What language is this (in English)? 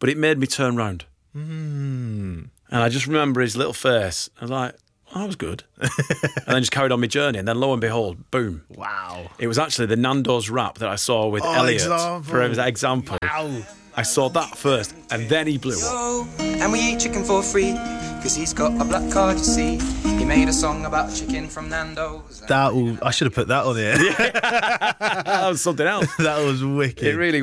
English